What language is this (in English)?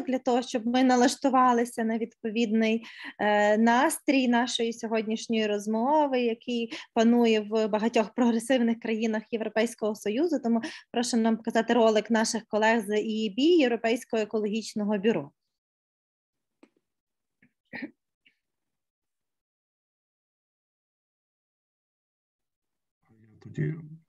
Ukrainian